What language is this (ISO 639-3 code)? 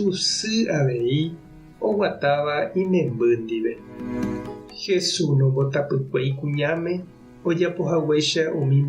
grn